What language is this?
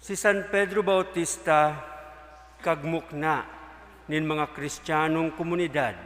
Bikol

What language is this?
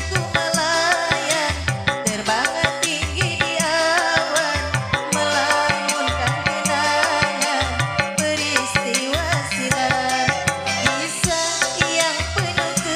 Betawi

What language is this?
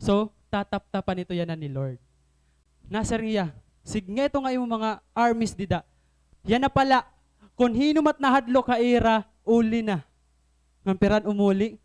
Waray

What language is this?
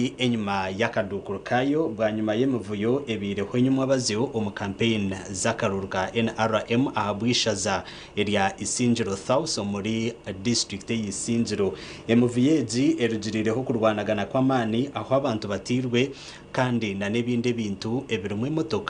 Nyankole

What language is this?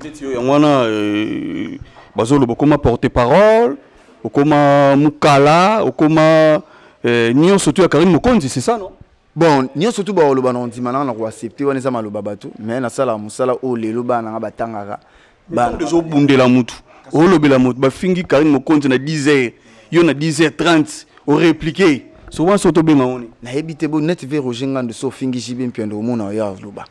Lingala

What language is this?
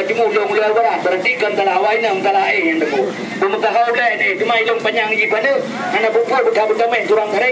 Achinese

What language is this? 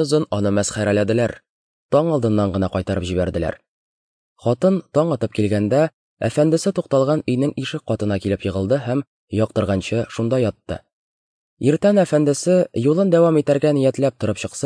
Tatar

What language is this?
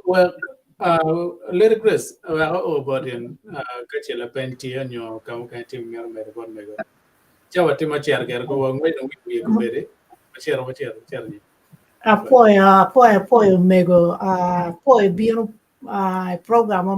Acoli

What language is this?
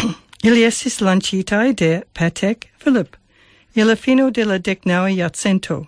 Esperanto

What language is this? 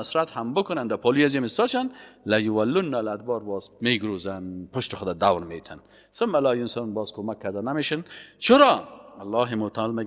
Persian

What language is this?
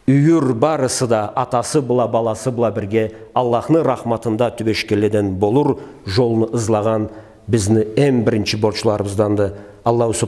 Karachay-Balkar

